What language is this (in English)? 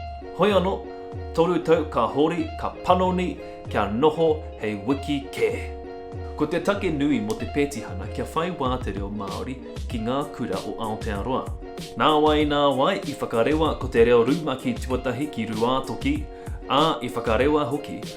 Māori